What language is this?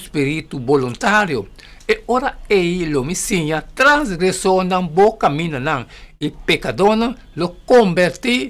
Papiamento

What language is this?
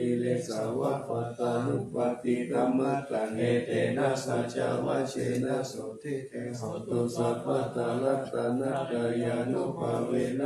Pali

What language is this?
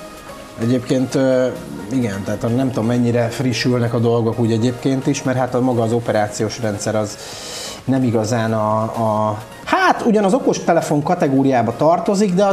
Hungarian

